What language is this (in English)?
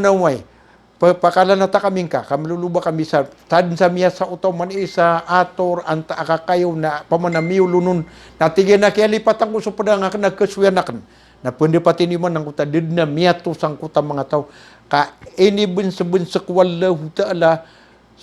Maranao